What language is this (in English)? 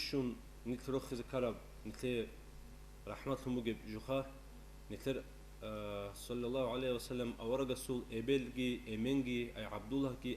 Avaric